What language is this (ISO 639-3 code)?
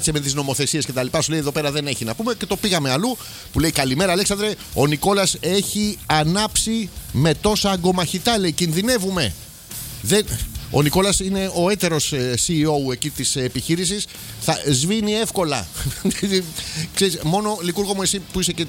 ell